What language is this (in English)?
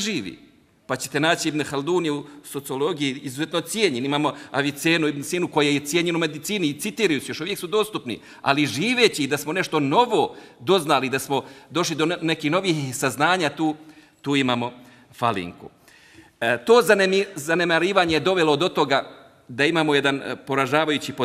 Bosnian